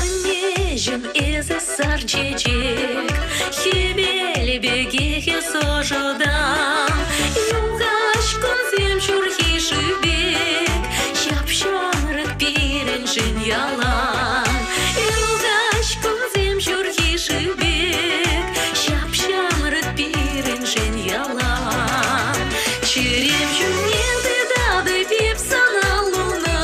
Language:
Chuvash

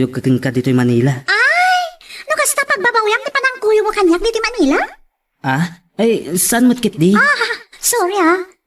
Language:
Iloko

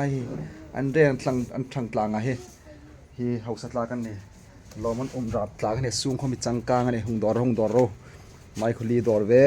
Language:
Hmar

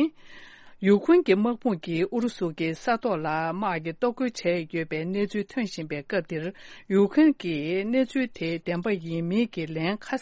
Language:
Tibetan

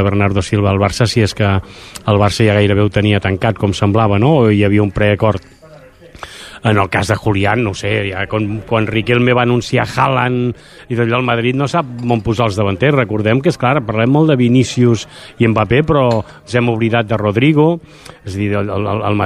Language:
Catalan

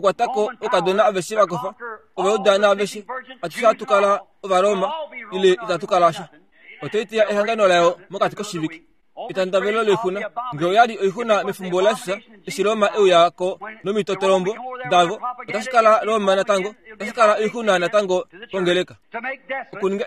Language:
Kuanyama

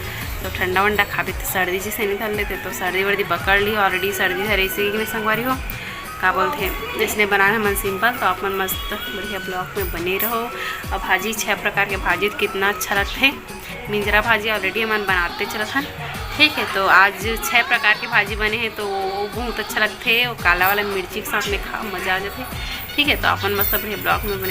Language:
Chhattisgarhi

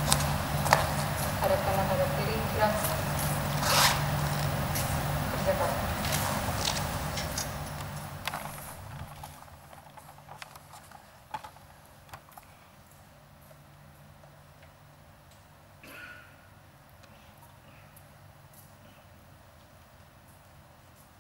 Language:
Indonesian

